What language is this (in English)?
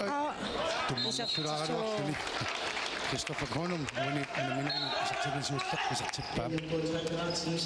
Kalaallisut